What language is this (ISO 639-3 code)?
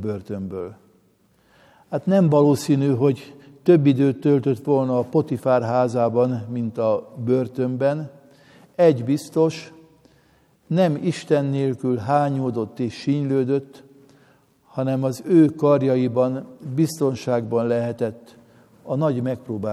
hun